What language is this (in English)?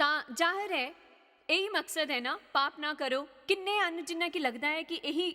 Dogri